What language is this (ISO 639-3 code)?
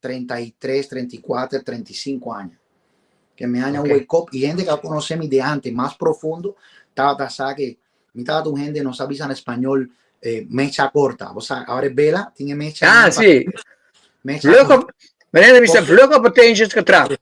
pap